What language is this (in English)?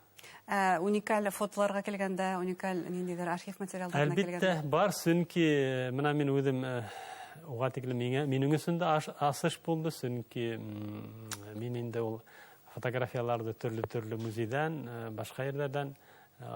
Bashkir